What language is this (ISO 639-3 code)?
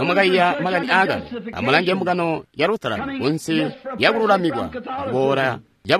toi